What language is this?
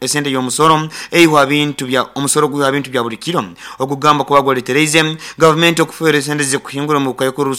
Nyankole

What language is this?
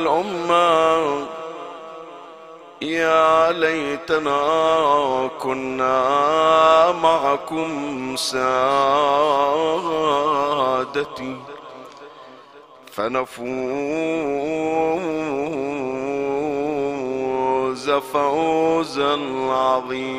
Arabic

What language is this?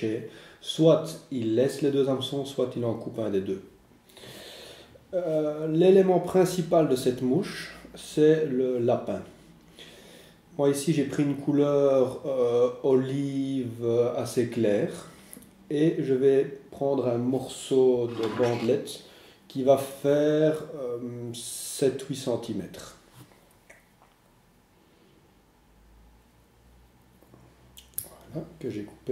French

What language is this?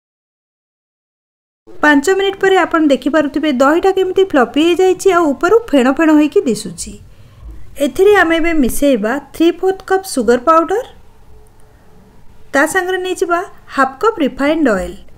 Odia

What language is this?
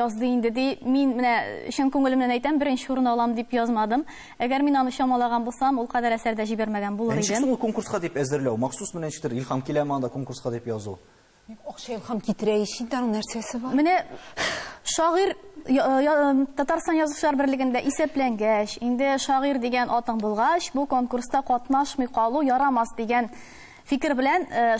Tatar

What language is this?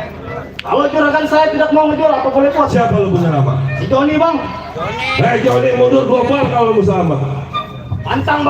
Betawi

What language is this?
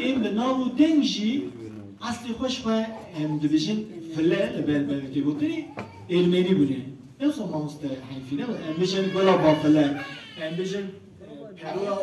Kurdish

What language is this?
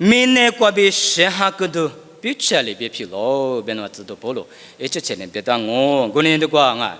Lisu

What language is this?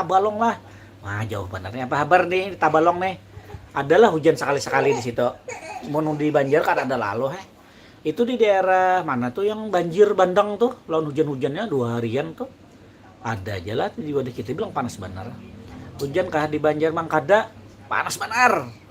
Banjar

